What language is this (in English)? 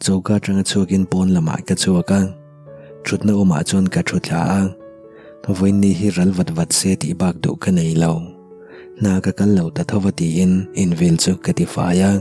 Mizo